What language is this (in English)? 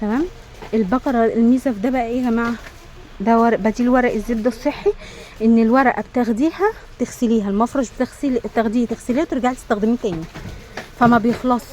Egyptian Arabic